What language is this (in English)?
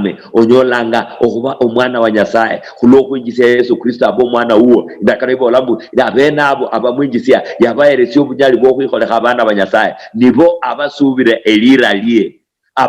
Luyia